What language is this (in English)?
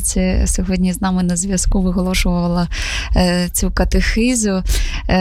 Ukrainian